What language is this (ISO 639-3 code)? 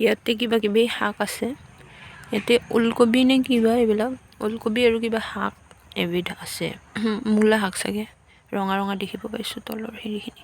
asm